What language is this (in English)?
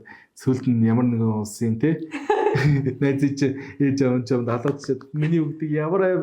Mongolian